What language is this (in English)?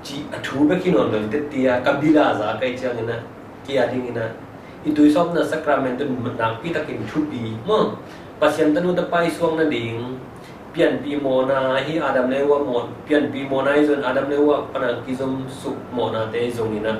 Tedim Chin